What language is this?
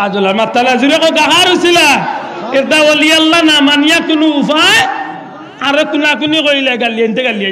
Sylheti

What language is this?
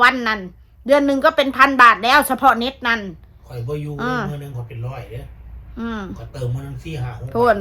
Northeastern Thai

